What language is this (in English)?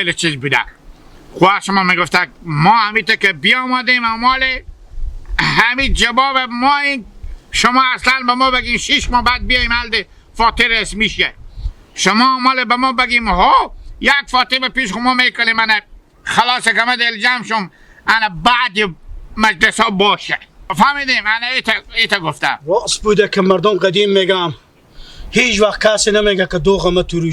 Hazaragi